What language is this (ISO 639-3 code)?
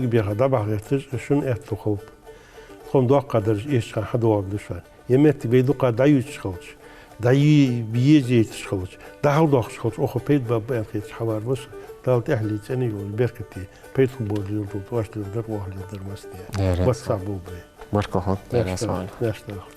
inh